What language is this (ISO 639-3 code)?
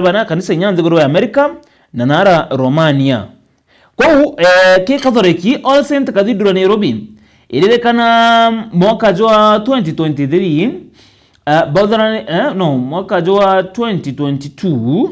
mer